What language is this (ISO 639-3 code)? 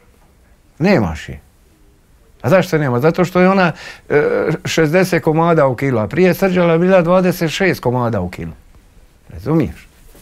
hrv